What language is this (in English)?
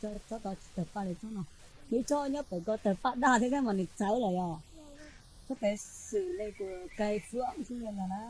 Hmong